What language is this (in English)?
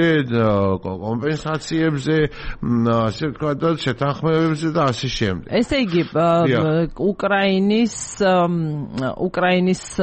Georgian